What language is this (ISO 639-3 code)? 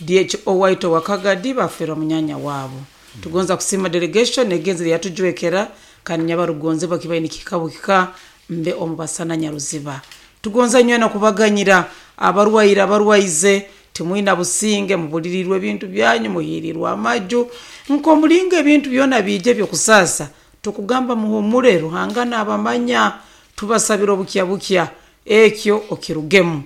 nyn